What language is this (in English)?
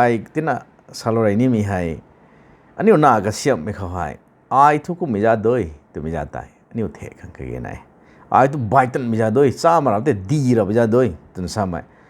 Rongmei Naga